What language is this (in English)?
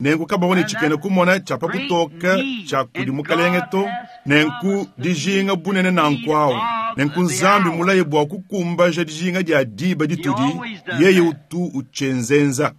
Luba-Lulua